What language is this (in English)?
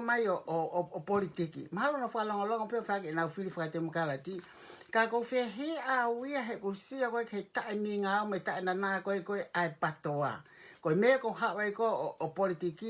Tongan